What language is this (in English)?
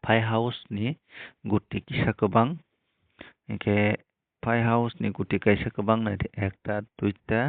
Kok Borok